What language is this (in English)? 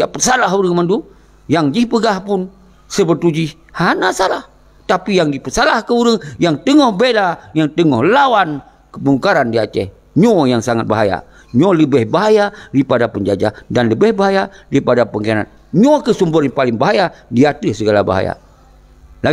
Achinese